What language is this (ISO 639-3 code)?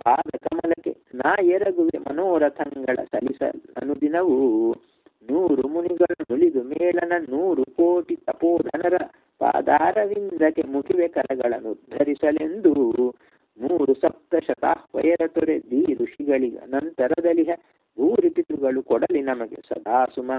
kan